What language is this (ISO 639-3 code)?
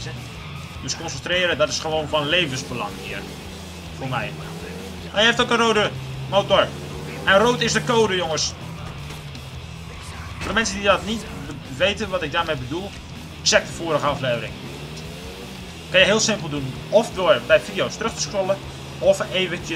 nld